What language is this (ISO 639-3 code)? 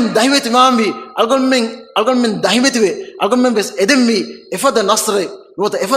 div